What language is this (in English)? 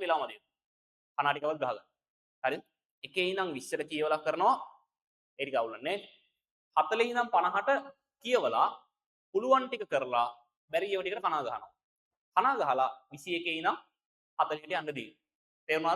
Sinhala